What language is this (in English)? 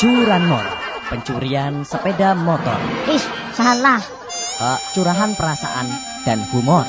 Javanese